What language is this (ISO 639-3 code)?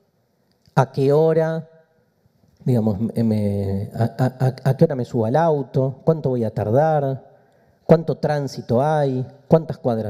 spa